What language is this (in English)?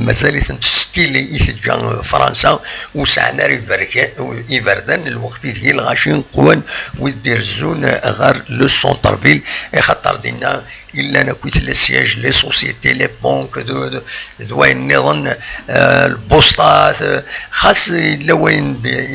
Kabyle